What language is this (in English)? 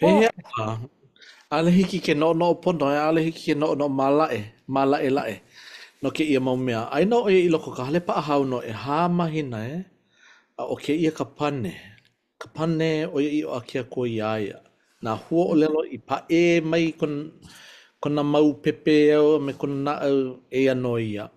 Hawaiian